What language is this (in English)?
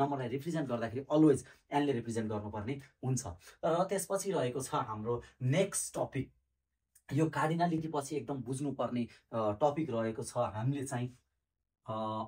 Nepali